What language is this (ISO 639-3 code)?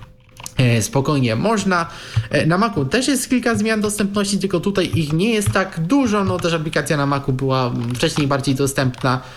pol